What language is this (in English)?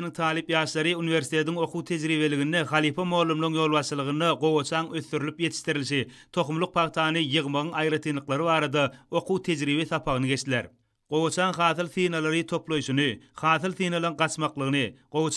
Turkmen